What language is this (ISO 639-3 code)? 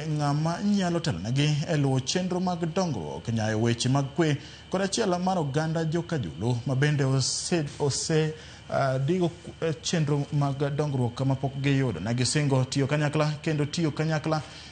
luo